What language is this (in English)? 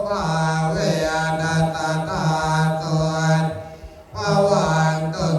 Pali